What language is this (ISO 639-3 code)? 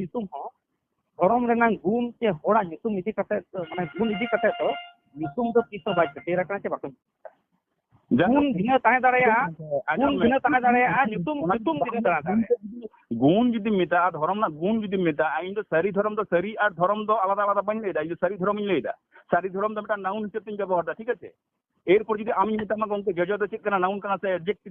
sat